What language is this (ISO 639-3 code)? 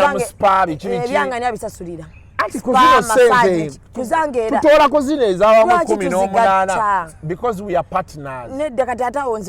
lug